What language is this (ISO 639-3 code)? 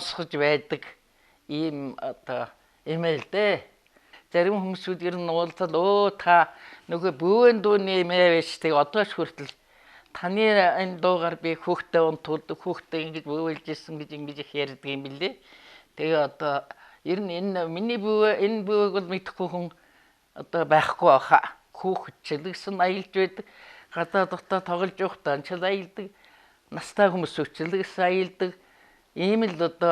mon